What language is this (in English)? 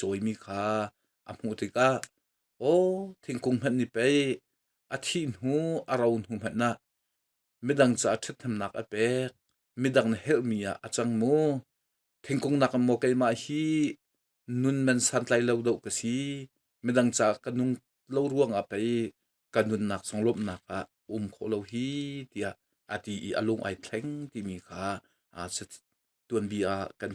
Hakha Chin